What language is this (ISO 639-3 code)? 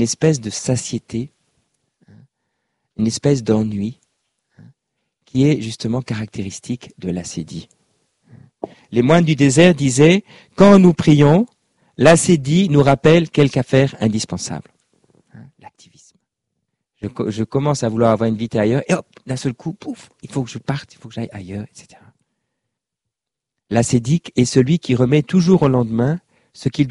fra